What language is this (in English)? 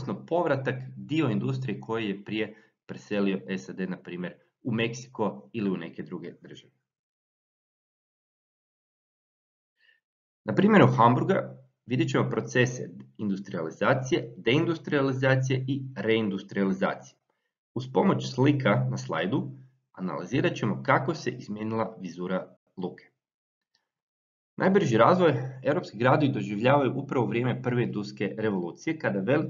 Croatian